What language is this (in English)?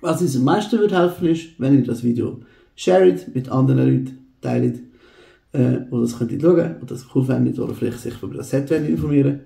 Swiss German